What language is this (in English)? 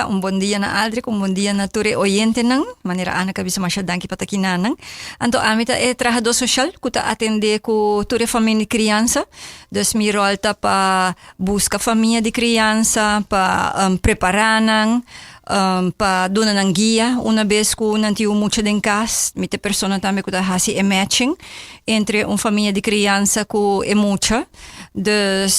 Papiamento